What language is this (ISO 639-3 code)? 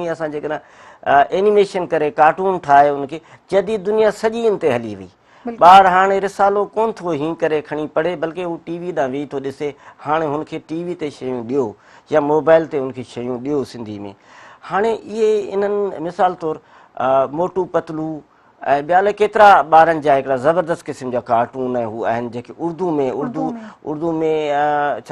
snd